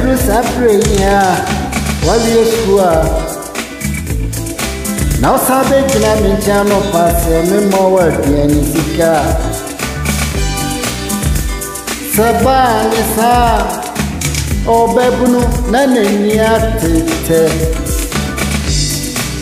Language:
Akan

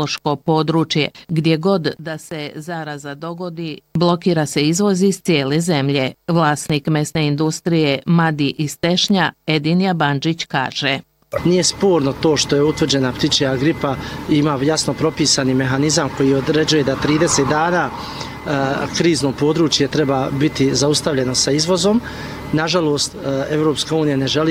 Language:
Bosnian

